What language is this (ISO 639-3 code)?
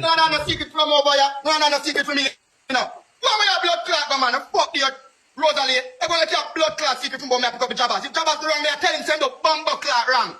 jam